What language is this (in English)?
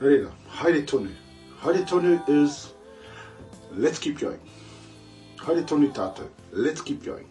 Māori